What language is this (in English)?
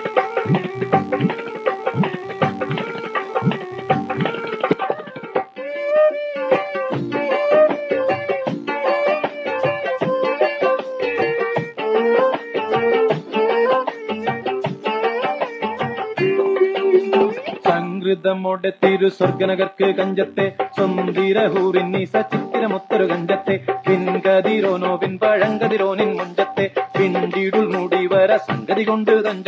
Malayalam